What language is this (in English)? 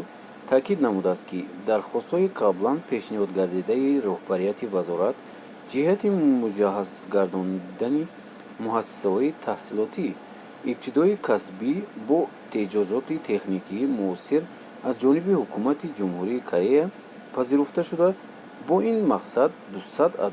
Tajik